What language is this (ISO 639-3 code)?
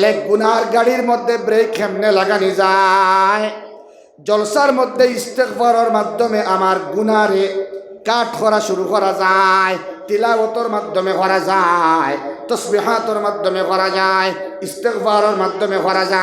syl